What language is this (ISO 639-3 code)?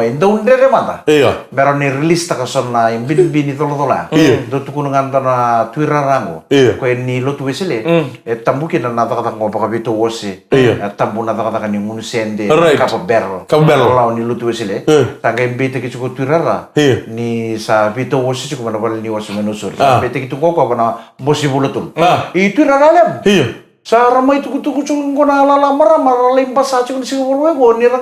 fij